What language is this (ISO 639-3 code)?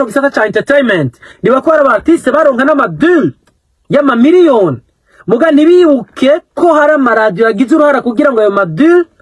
run